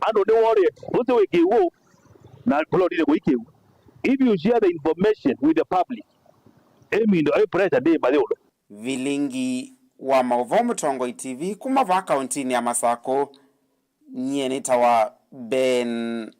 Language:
Kamba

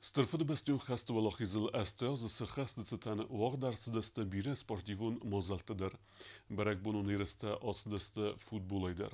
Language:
Ossetic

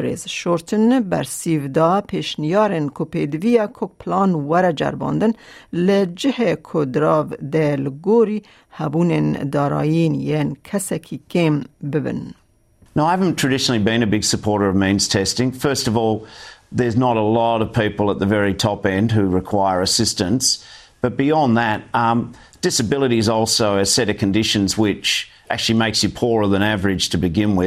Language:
Kurdish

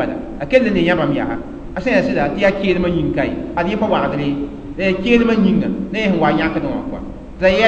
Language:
Mossi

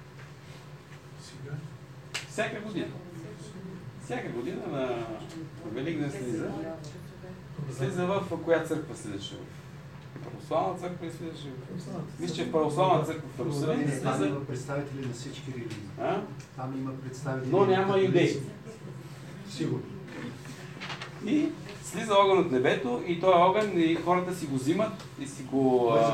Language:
Bulgarian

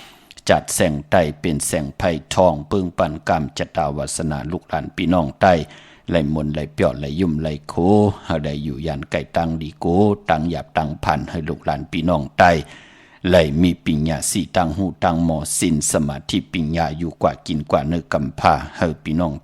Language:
Shan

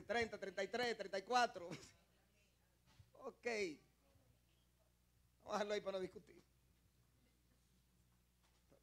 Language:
Spanish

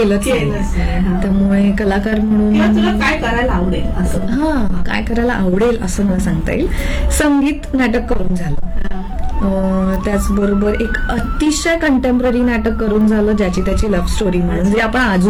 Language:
Marathi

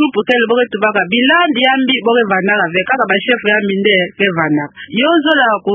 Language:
Kituba (Democratic Republic of Congo)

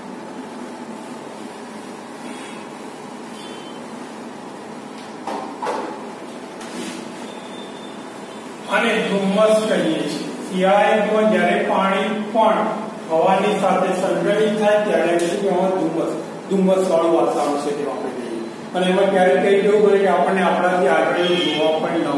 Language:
Gujarati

